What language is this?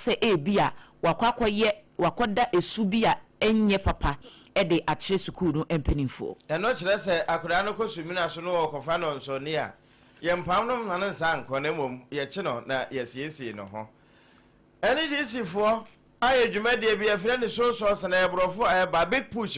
Akan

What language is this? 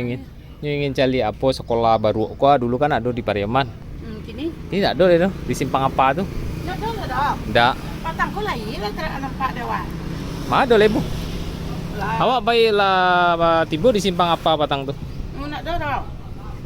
Minangkabau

